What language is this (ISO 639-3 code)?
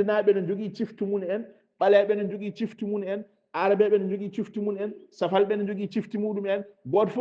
ful